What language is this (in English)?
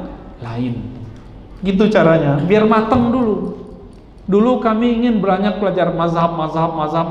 Indonesian